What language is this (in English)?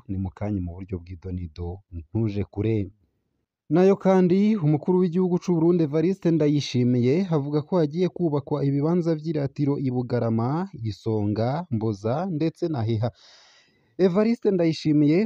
Rundi